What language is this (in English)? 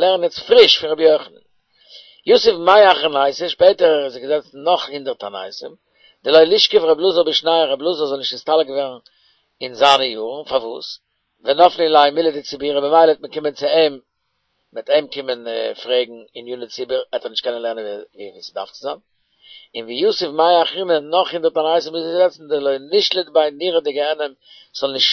Yiddish